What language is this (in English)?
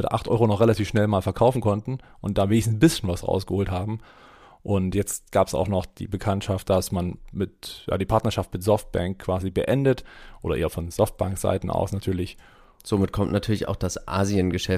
German